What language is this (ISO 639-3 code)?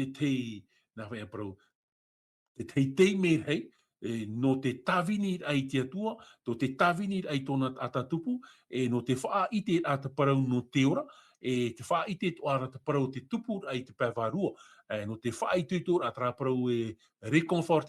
tah